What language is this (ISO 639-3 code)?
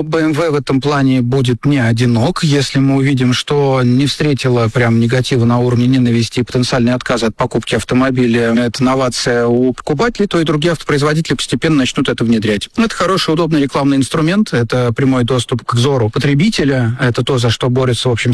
rus